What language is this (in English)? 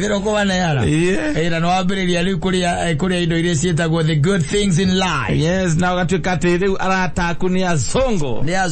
Kikuyu